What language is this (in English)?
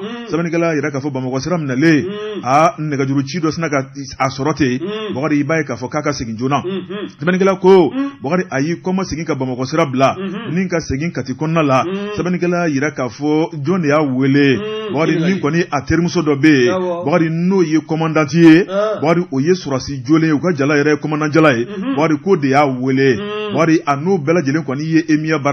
Bambara